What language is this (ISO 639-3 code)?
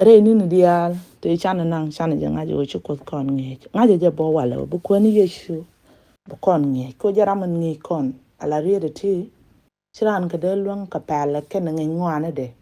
nus